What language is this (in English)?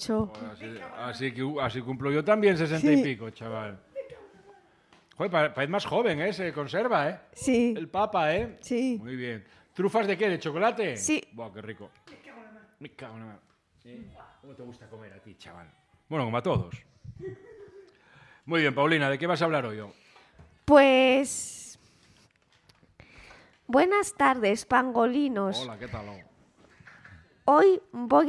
Spanish